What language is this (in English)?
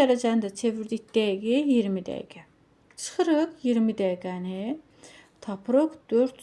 Azerbaijani